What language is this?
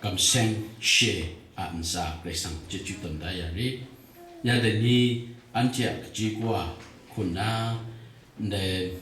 Kachin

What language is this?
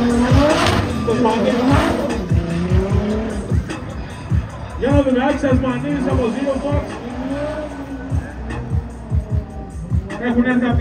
Greek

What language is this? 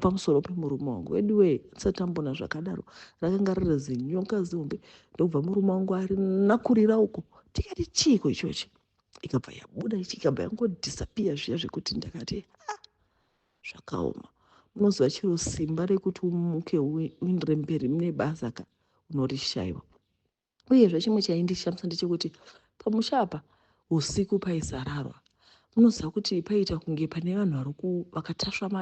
Shona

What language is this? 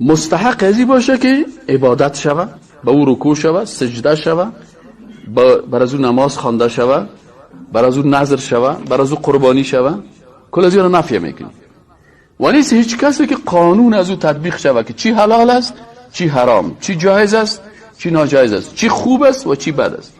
Persian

